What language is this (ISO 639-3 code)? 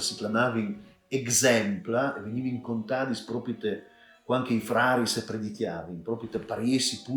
fur